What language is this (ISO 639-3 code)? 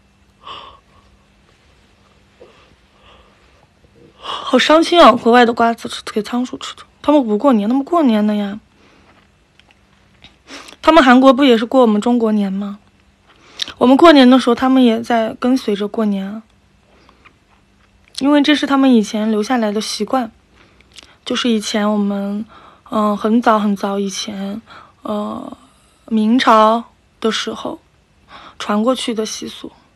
zho